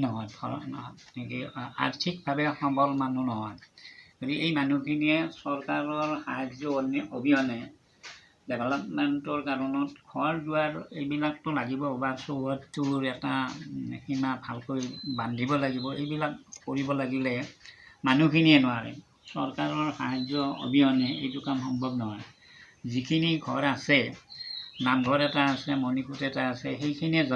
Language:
Assamese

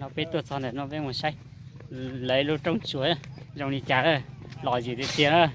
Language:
Hmong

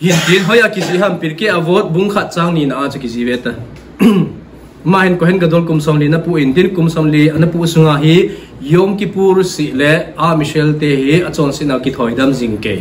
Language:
Thado Chin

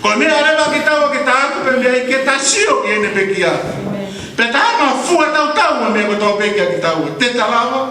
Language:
Tongan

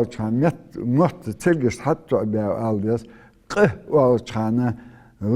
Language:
Ingush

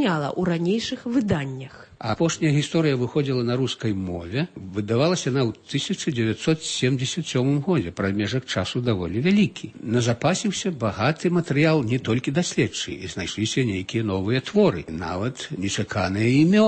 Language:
Belarusian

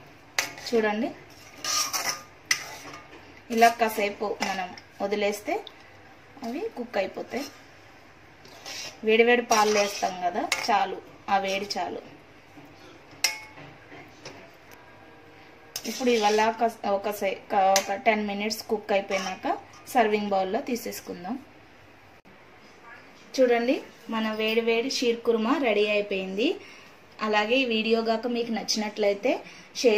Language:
Telugu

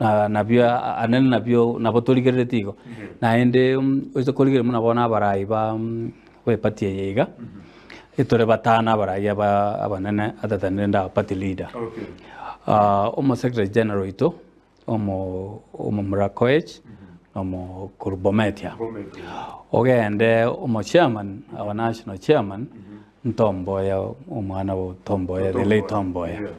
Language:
Gusii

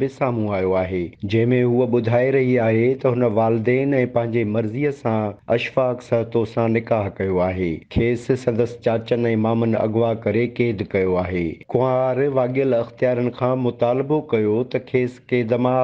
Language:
Sindhi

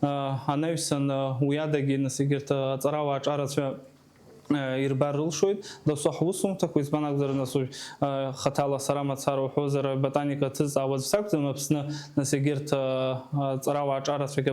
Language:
Abkhazian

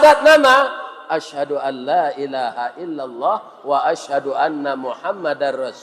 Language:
Minangkabau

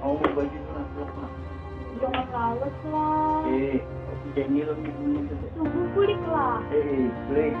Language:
Banjar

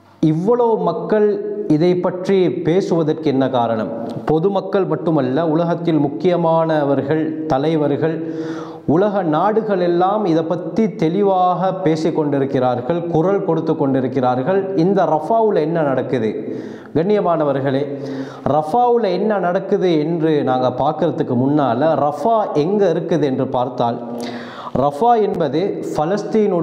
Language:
Tamil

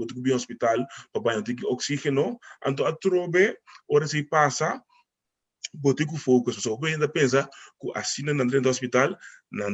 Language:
Papiamento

